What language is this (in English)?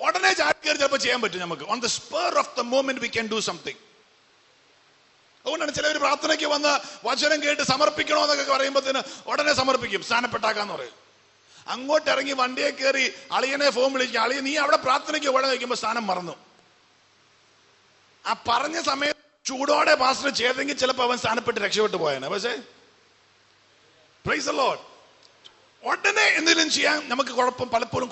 Malayalam